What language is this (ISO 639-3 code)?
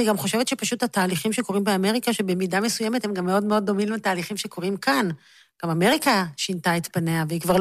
heb